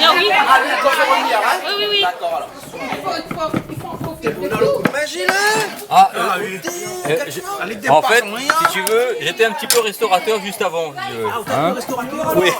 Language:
Réunion Creole French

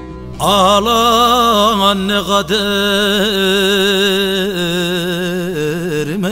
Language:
Turkish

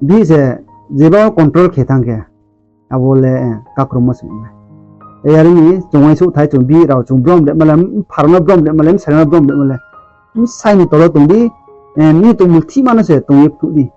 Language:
Riang (India)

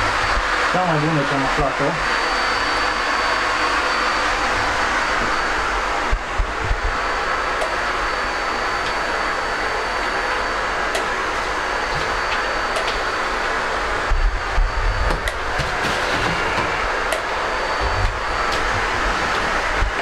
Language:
Romanian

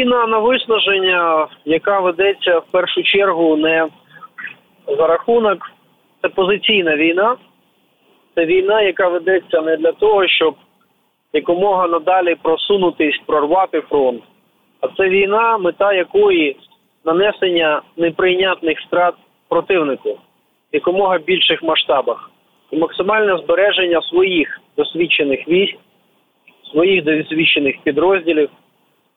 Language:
Ukrainian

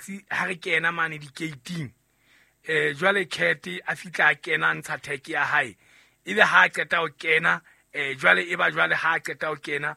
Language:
Southern Sotho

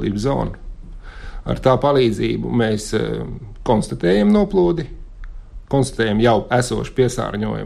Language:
Latvian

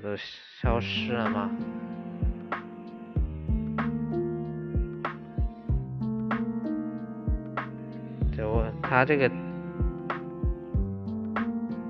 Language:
Chinese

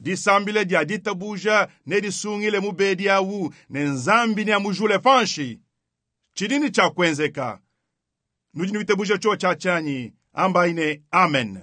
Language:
Luba-Lulua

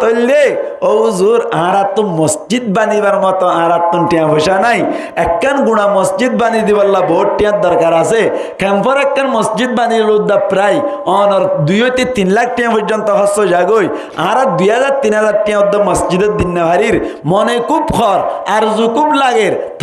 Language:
Rohingya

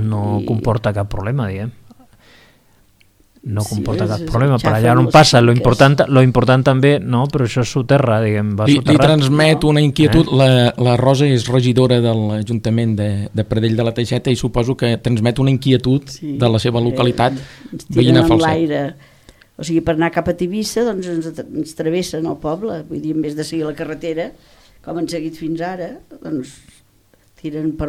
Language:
Catalan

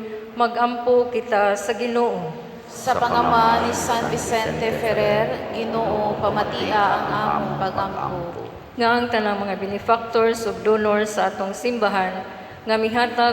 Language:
Cebuano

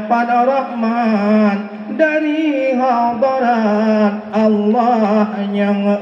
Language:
Achinese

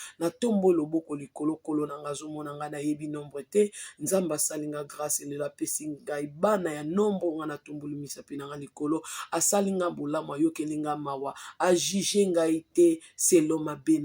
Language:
Lingala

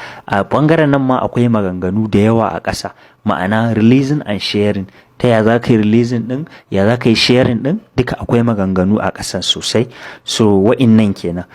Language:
Hausa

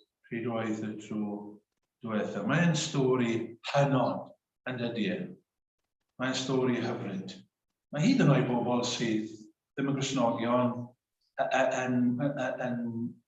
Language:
Welsh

